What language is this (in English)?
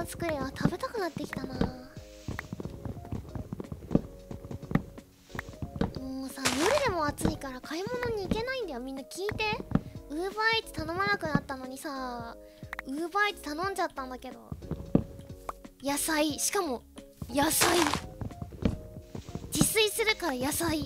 Japanese